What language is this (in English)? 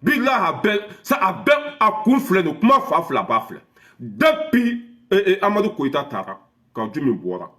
Bambara